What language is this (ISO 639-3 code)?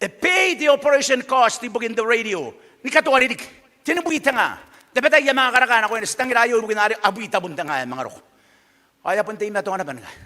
gil